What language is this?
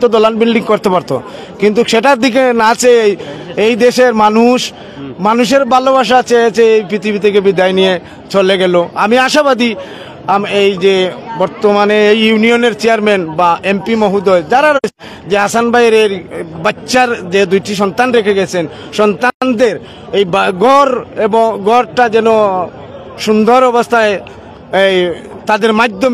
Sylheti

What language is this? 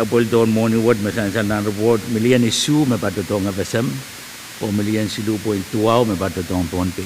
Pohnpeian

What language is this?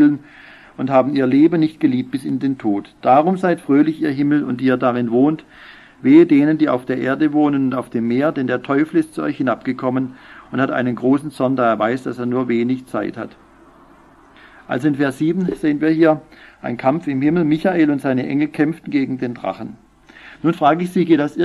German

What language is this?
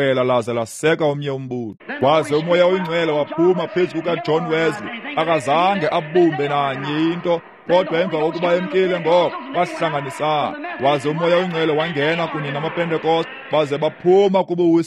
Xhosa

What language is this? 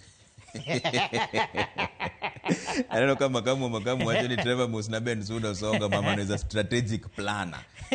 Luo (Kenya and Tanzania)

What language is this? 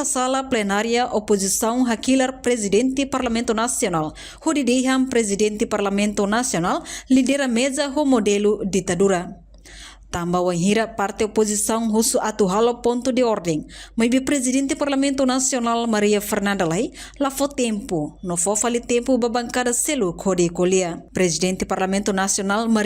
Tetum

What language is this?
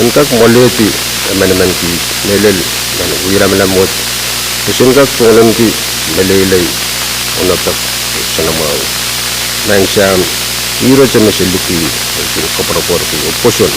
Pohnpeian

